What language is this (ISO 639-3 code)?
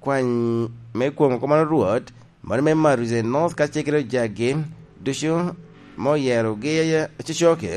laj